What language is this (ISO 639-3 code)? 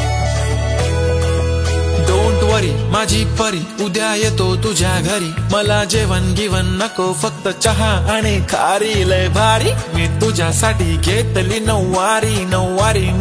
mar